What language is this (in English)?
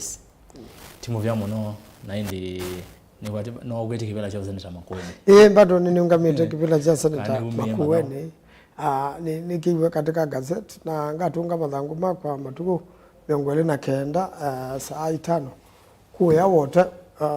Kamba